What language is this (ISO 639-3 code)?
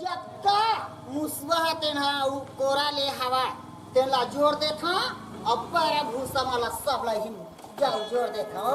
hne